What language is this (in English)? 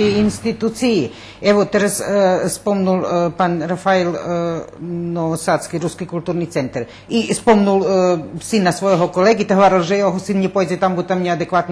Rusyn